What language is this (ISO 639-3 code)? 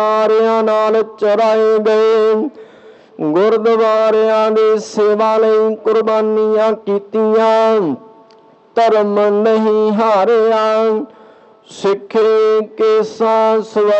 pan